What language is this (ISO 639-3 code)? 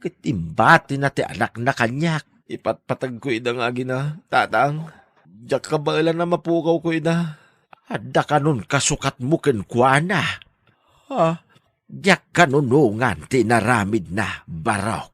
ilo